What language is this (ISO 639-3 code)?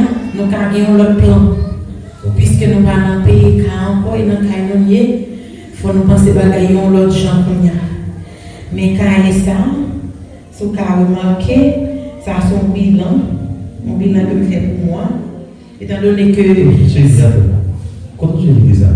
hat